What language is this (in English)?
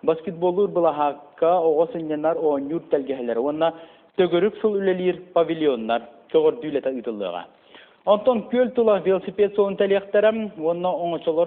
Yakut